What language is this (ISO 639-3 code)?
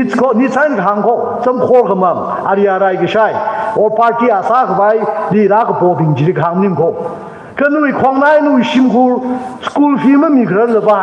nmf